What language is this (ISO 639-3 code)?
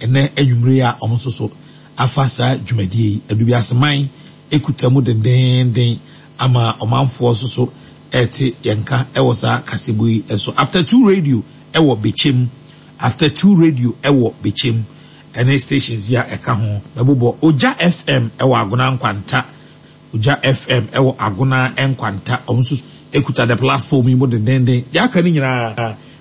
aka